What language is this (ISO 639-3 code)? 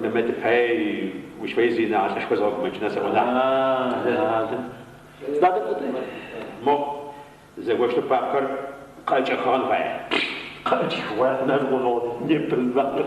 ady